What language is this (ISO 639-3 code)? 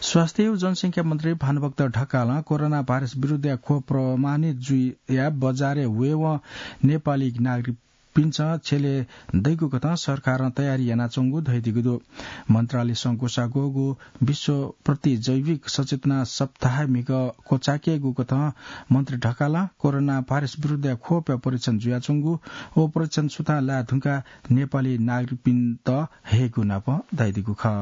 new